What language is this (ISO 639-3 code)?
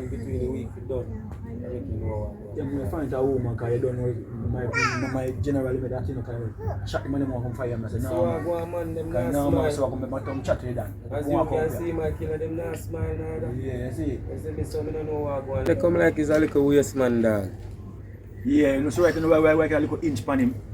jam